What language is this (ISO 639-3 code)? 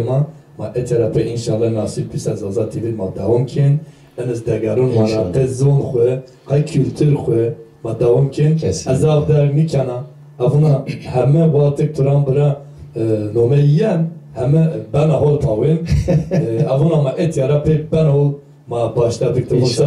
zza